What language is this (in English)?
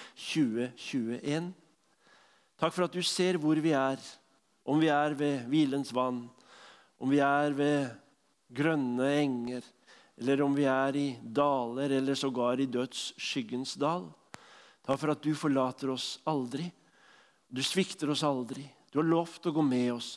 Norwegian